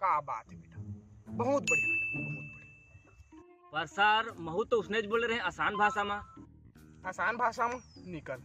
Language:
Chhattisgarhi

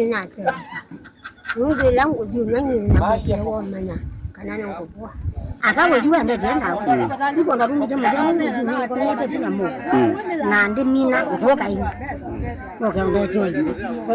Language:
Kamba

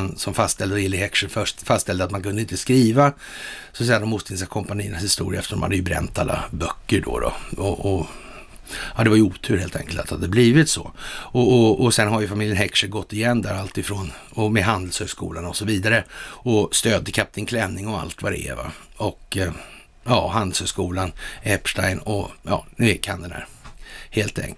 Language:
Swedish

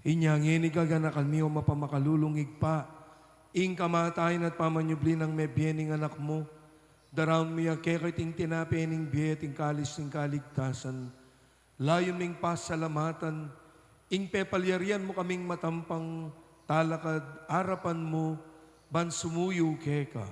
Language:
Pampanga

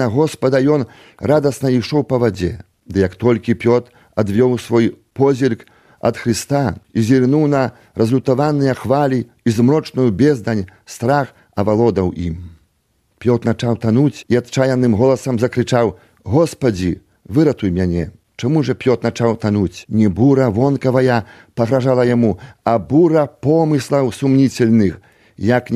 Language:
Belarusian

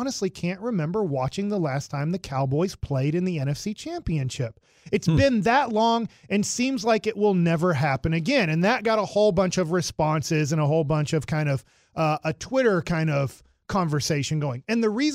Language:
English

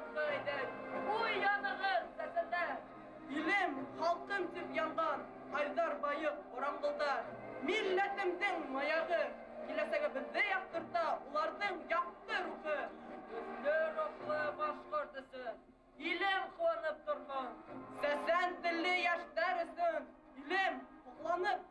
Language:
Bashkir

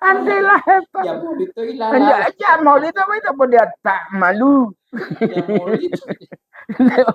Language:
Gorontalo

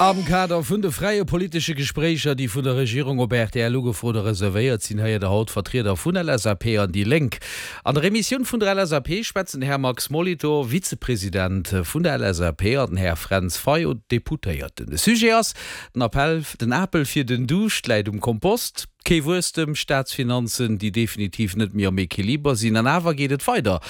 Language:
Luxembourgish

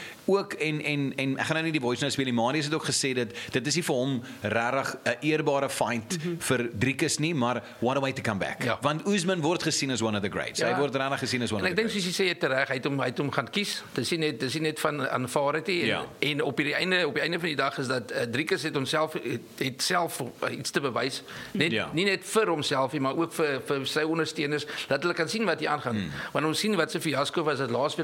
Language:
Afrikaans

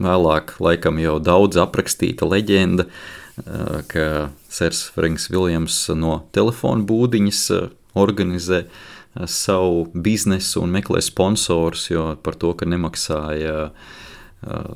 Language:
Latvian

